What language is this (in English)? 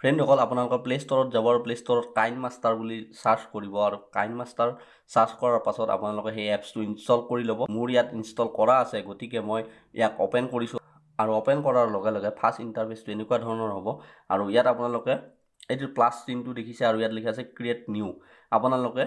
Assamese